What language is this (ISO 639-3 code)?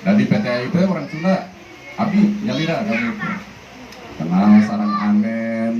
sun